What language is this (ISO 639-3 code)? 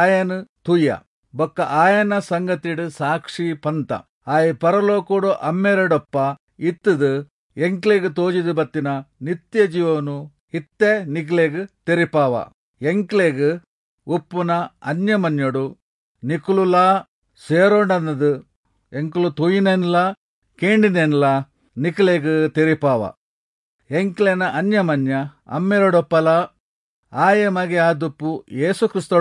tcy